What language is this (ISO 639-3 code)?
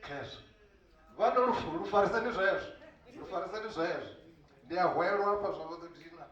ven